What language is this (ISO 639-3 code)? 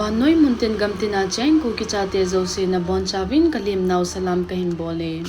tcz